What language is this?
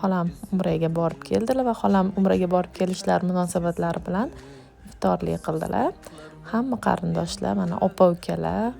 Uzbek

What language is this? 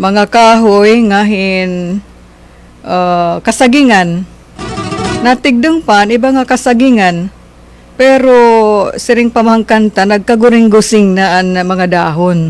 Waray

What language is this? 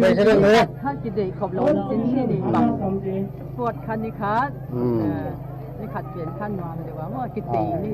Paite Chin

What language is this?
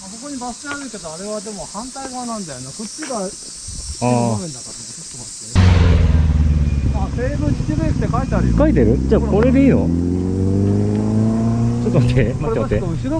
Japanese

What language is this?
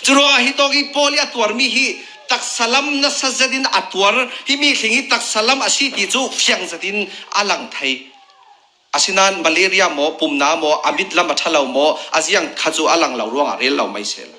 Falam Chin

